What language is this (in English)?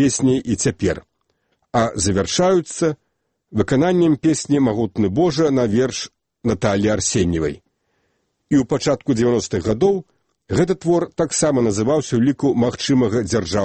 Belarusian